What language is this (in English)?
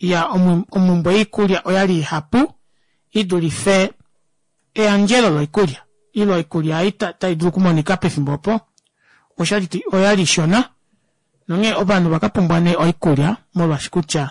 Kuanyama